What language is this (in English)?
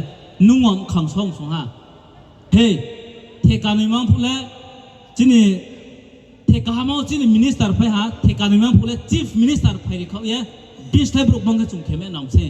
Riang (India)